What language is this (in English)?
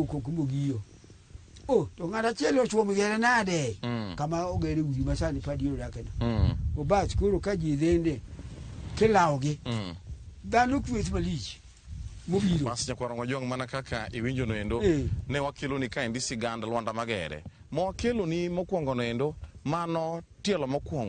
Luo (Kenya and Tanzania)